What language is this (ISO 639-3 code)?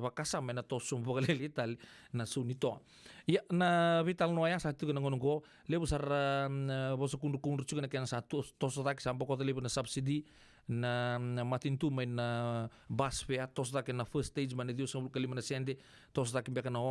fij